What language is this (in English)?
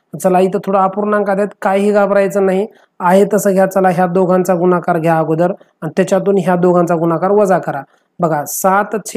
Marathi